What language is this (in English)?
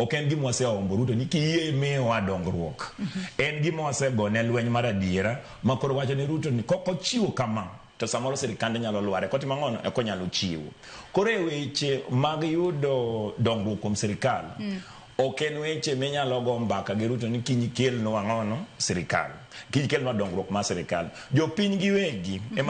Luo (Kenya and Tanzania)